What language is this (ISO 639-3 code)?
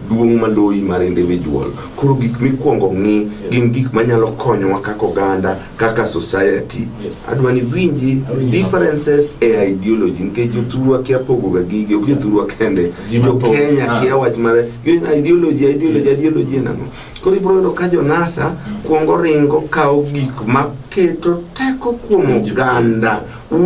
luo